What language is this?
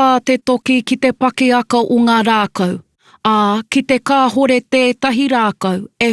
Māori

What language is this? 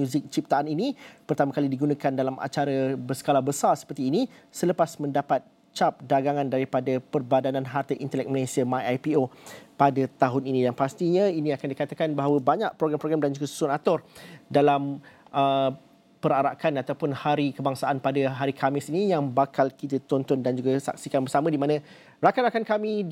Malay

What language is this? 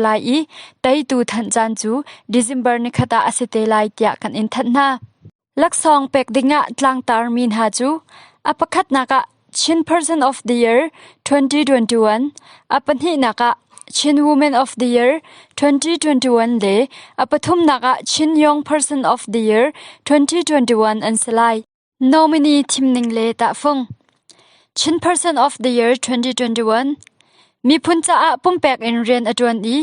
Hakha Chin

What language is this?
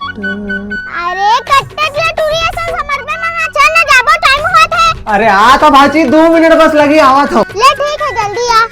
Chhattisgarhi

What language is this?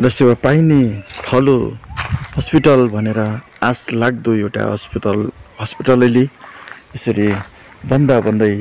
Nepali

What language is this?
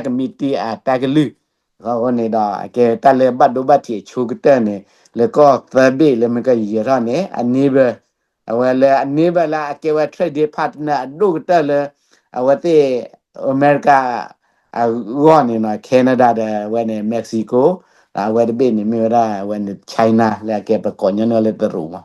S'gaw Karen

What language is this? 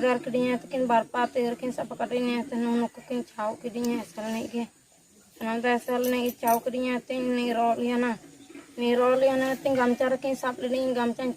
Santali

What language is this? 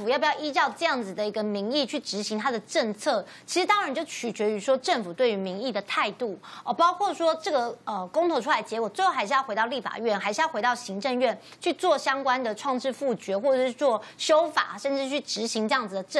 Chinese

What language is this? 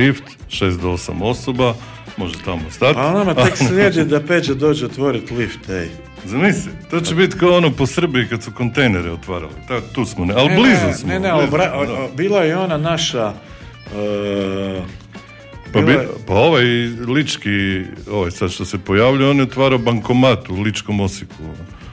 Croatian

